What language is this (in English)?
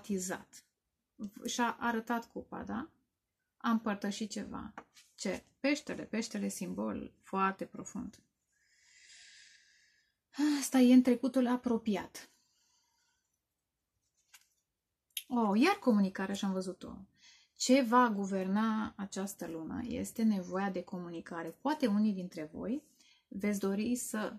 Romanian